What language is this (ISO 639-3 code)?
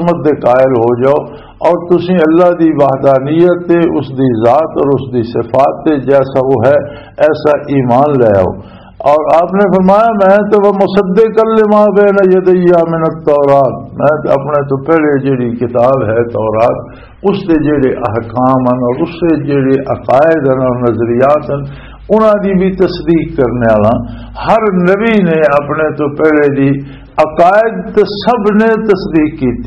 lah